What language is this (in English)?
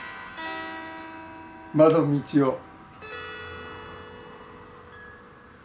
Japanese